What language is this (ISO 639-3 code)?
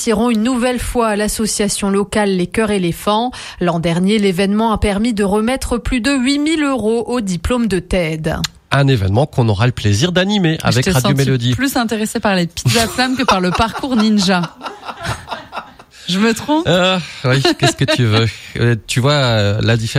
fra